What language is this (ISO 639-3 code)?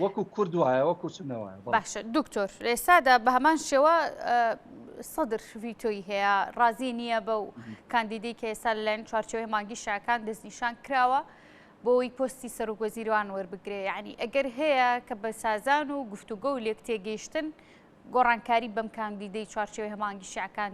ckb